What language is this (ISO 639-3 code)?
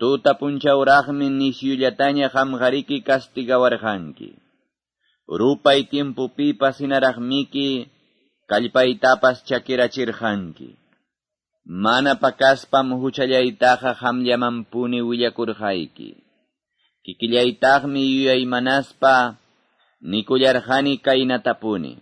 que